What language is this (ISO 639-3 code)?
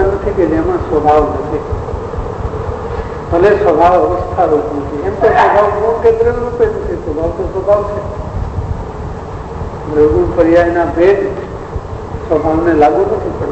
guj